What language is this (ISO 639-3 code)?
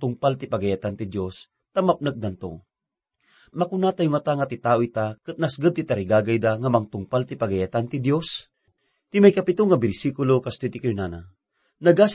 ilo